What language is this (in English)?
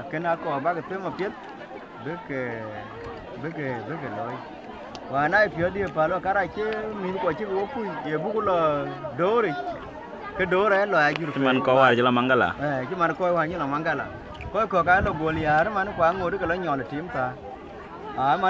Dinka